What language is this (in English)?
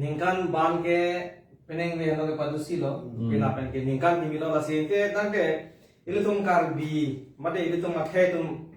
Karbi